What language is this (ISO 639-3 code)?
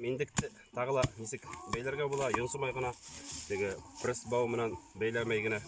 bak